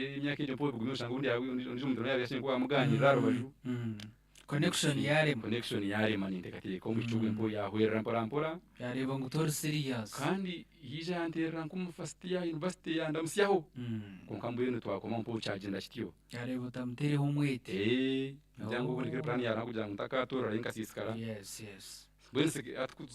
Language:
Nyankole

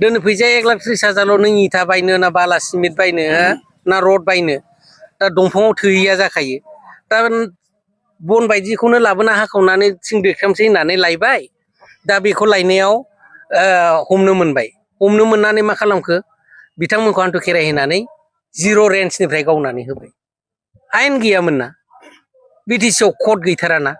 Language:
Bodo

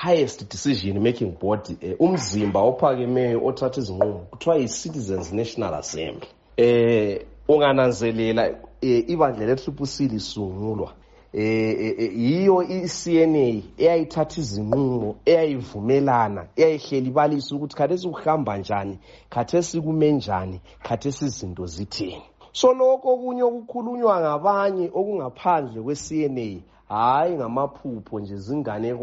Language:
North Ndebele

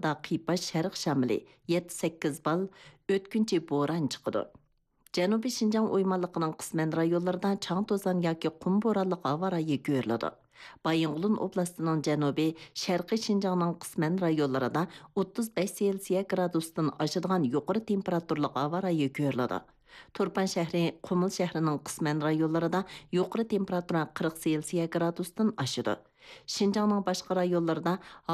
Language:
Uyghur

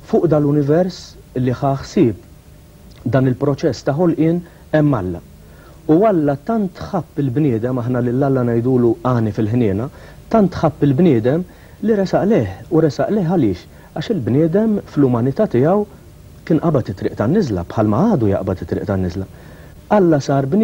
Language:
Maltese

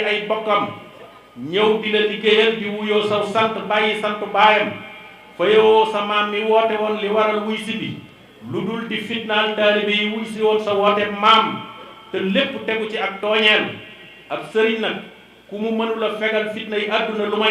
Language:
Wolof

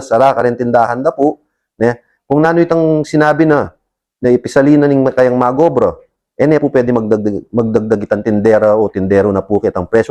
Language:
Pampanga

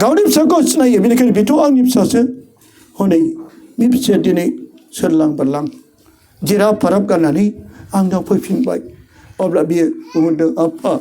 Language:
Bodo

